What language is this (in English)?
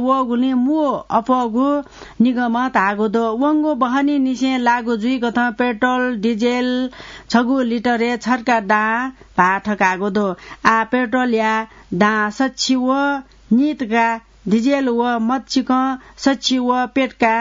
Newari